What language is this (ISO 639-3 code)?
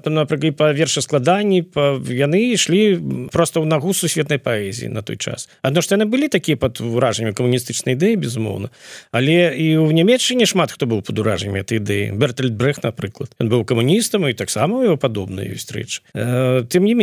bel